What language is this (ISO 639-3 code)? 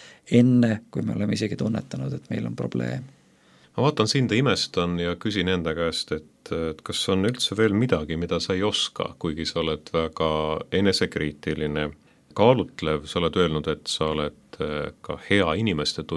est